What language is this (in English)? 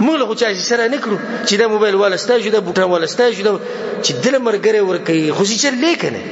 Pashto